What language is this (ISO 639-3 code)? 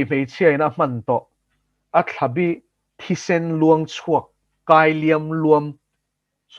lus